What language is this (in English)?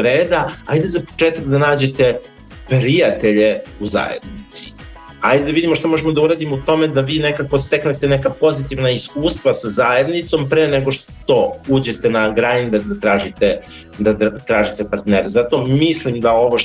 Serbian